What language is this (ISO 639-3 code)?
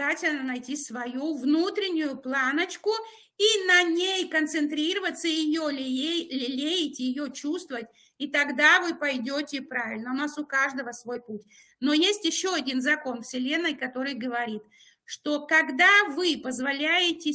rus